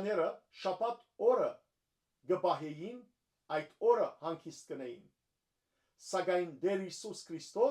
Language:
Western Armenian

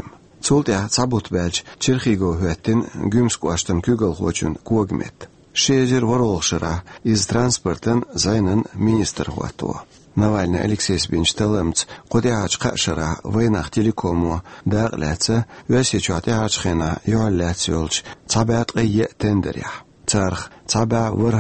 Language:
Chechen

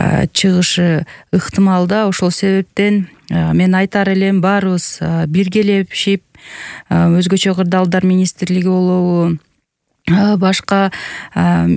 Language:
Kyrgyz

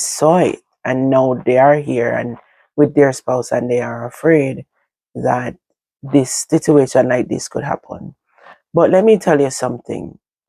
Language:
Jamaican Creole English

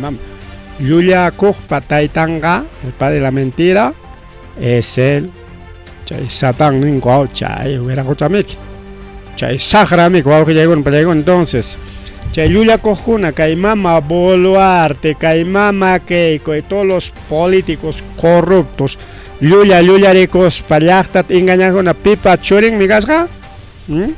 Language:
Ayacucho Quechua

